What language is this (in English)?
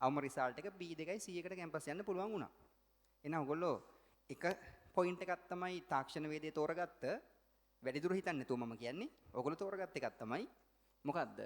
Sinhala